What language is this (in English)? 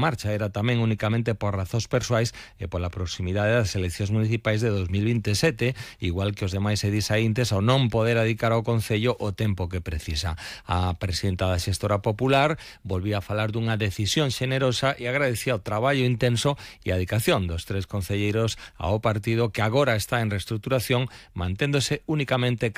Galician